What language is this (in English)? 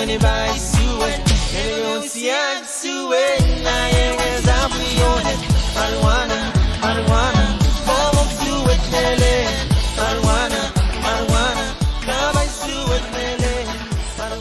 Pohnpeian